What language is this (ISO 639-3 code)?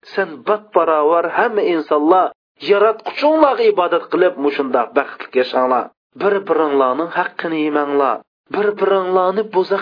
uig